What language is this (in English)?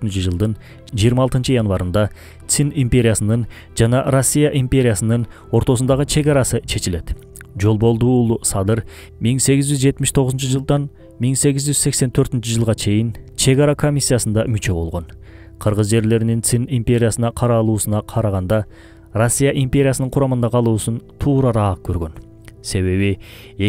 Kyrgyz